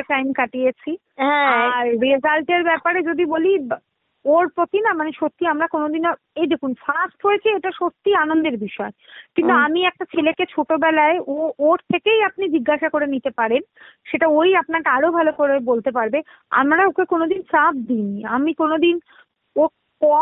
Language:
Bangla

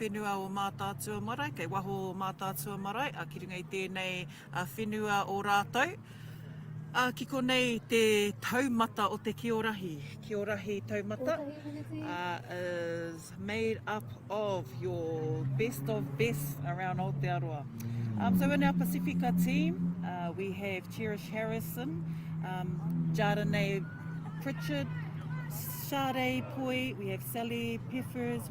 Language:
Māori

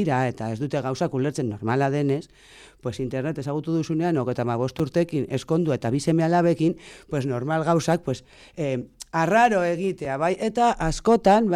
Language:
Basque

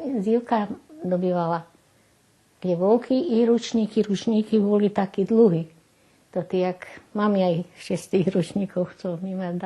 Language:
Rusyn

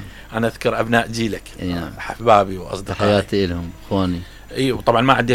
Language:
Mesopotamian Arabic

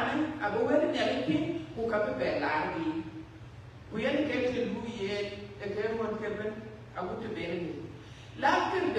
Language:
Dinka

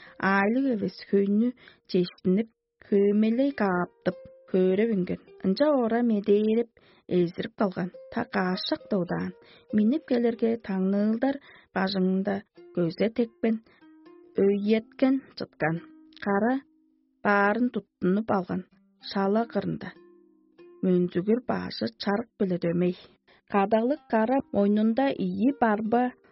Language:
Tuvinian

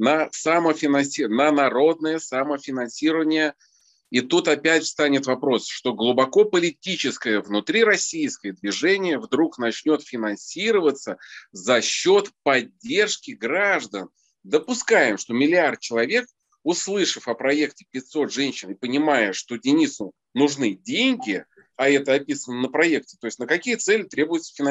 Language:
Russian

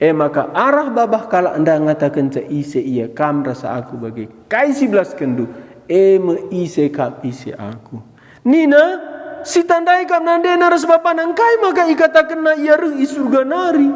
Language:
Batak Karo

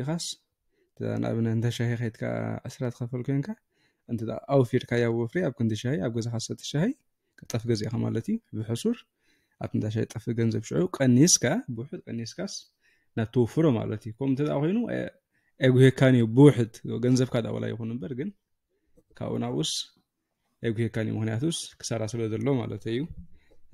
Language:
Tigrinya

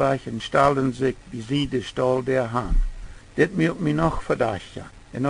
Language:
Plautdietsch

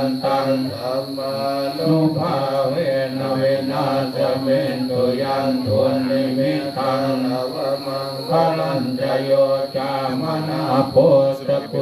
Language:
Pali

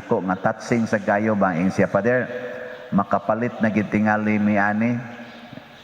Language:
Cebuano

